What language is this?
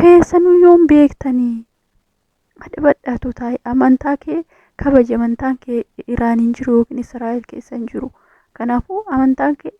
Oromo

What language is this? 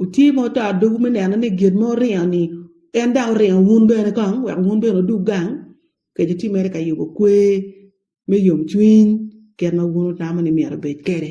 Acoli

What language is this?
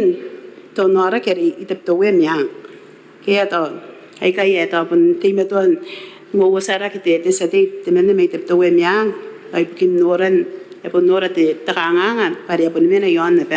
Gilbertese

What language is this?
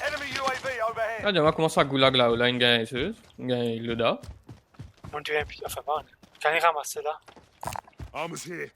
Morisyen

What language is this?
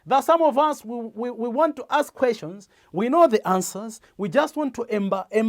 English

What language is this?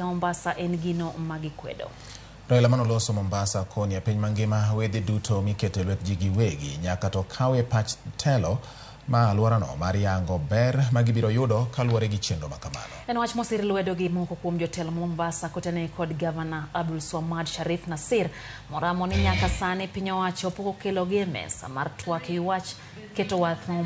Luo (Kenya and Tanzania)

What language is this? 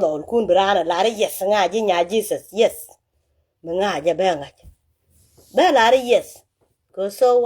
Nuer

